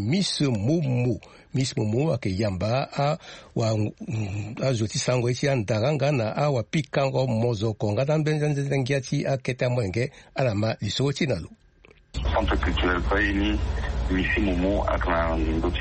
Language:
Sango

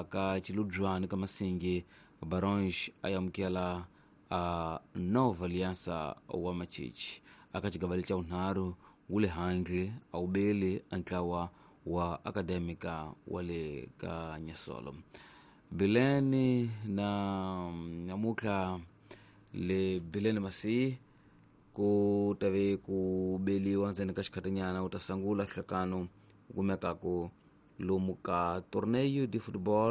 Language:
Tsonga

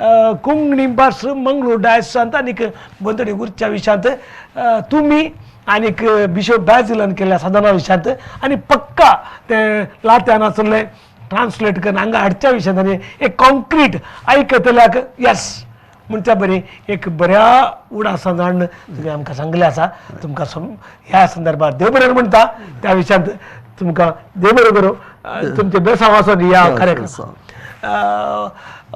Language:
Konkani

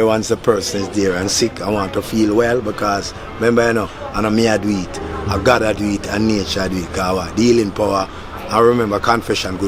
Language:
Jamaican Creole English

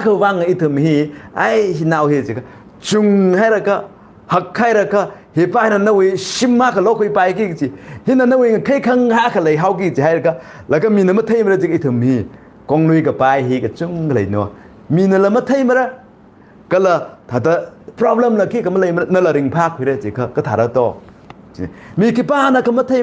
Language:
Tangkhul Naga (India)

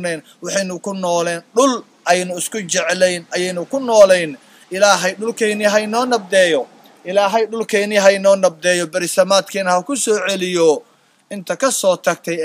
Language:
Somali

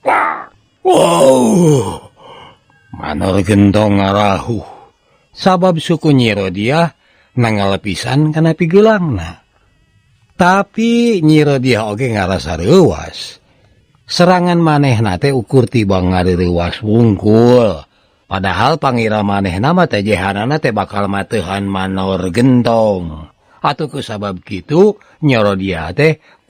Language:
Sundanese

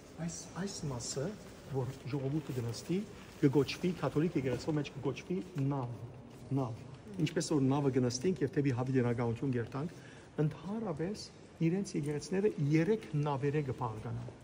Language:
Western Armenian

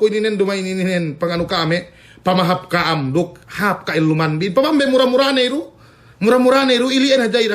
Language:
Yakan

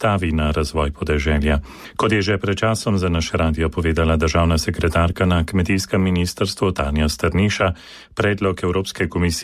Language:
Slovenian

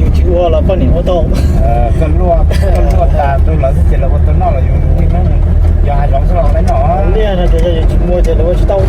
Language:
Hmong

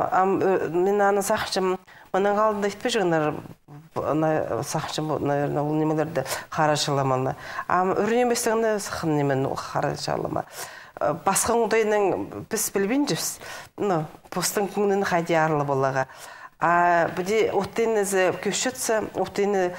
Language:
Khakas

